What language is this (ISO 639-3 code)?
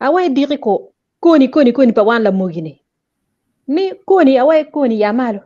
ach